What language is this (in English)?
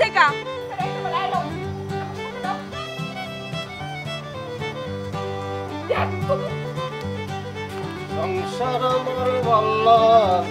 Bangla